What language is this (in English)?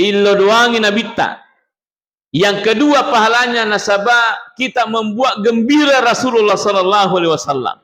Buginese